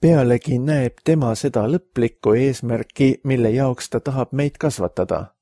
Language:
Estonian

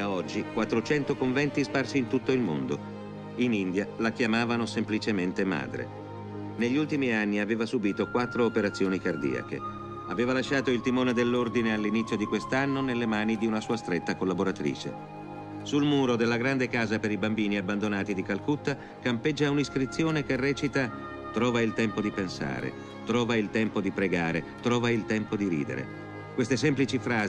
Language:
Italian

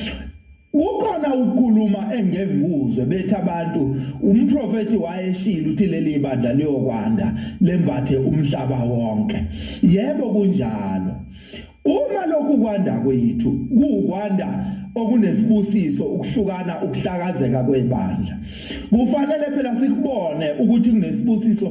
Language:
Zulu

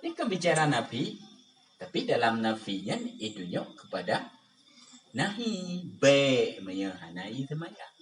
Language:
Achinese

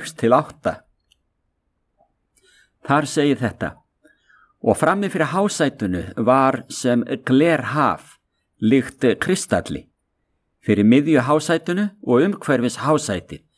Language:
Icelandic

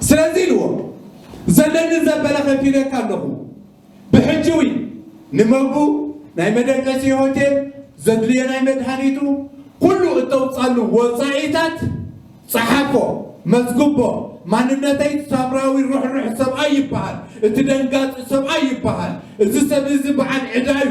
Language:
Tigrinya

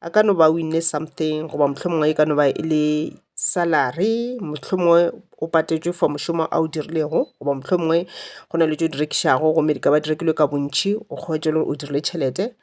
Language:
Northern Sotho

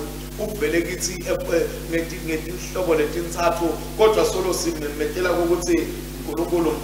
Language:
Swati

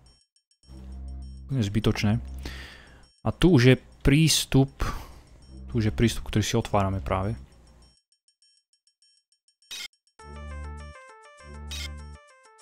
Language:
Slovak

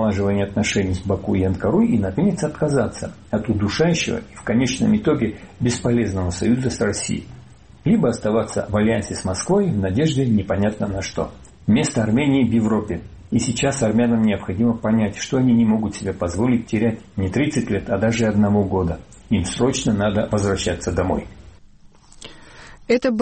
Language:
Russian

